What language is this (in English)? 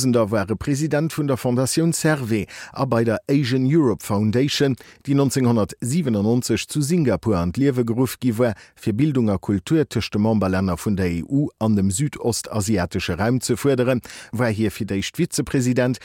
Luxembourgish